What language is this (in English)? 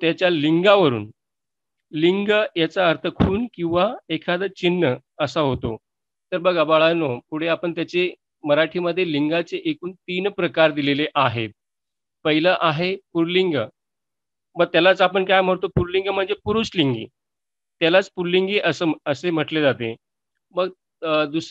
Marathi